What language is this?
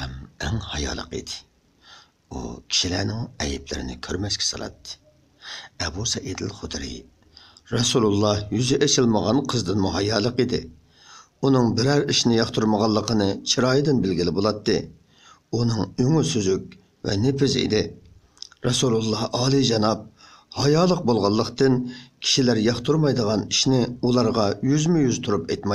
Uyghur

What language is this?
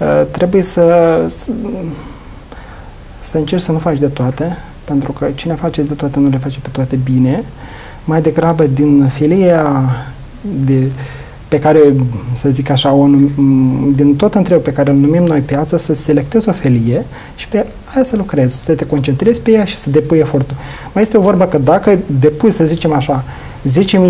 Romanian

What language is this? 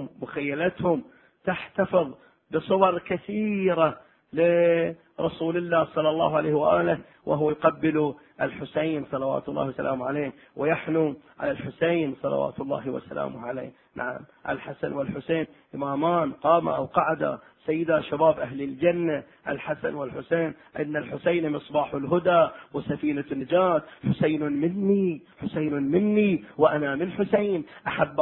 Arabic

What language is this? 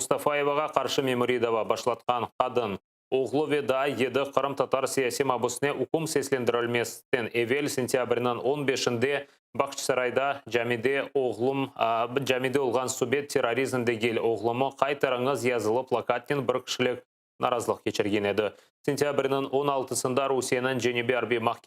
Crimean Tatar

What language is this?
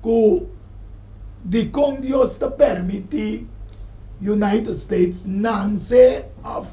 Papiamento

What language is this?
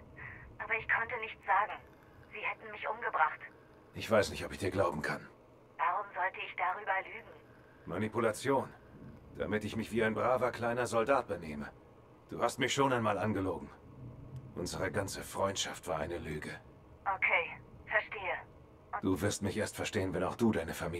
Bavarian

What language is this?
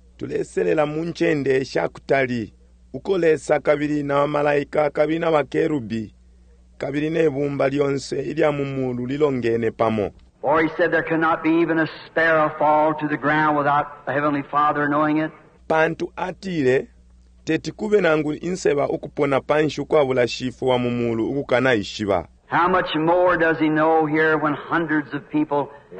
Bemba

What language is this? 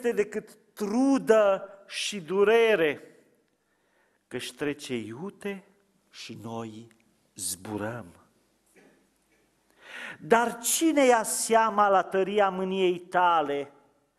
Romanian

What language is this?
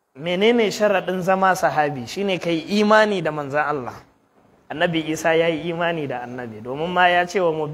Hausa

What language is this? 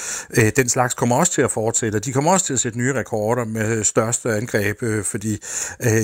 Danish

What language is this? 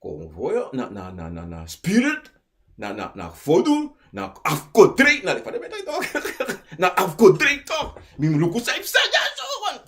Sranan Tongo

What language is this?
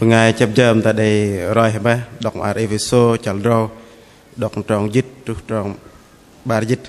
Bahnar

